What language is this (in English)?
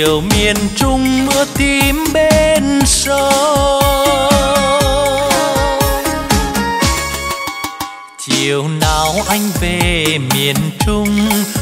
Vietnamese